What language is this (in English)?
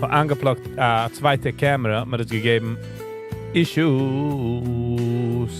Yiddish